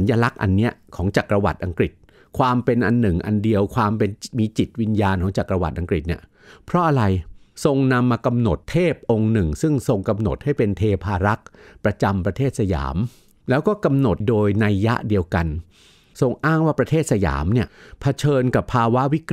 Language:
Thai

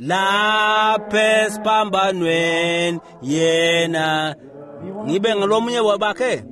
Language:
Swati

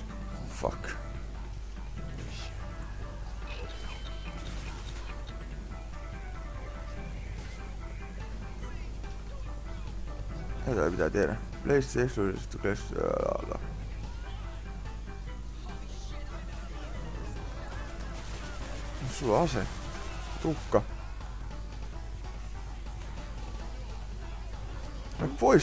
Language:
Finnish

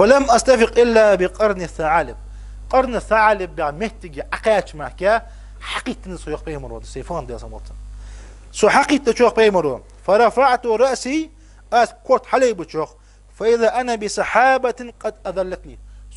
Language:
Ingush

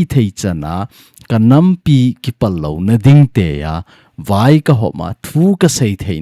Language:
Thado Chin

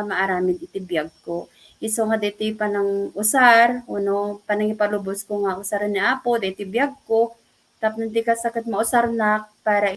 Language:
Iloko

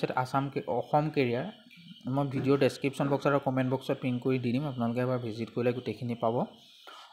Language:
Assamese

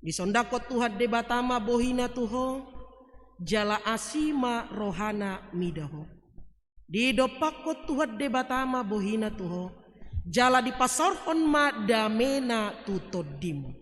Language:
Batak Toba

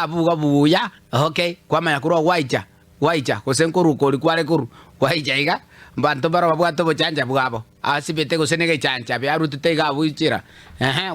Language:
Gusii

